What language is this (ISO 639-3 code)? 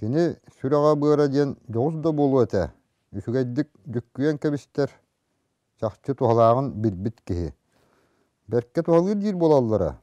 sah